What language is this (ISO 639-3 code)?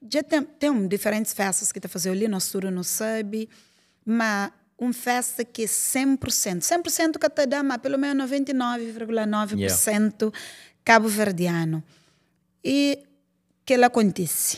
kea